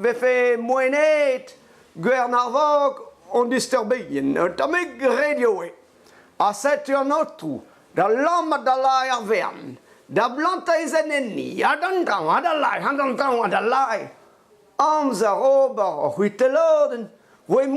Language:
Breton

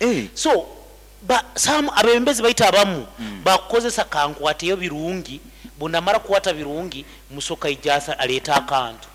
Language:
Nyoro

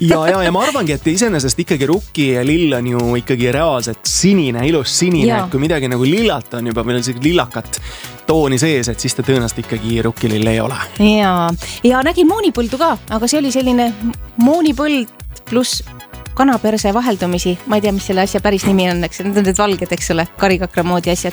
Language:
Estonian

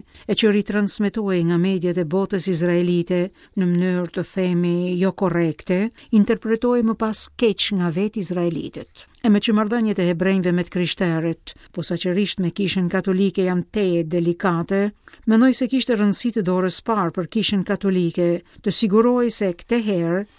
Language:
Albanian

